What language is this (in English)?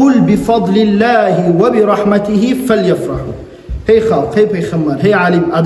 Kumyk